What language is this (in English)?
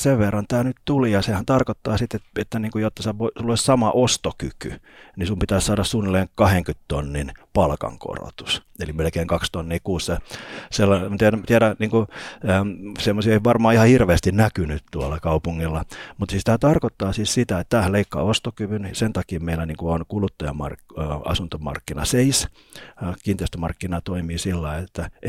Finnish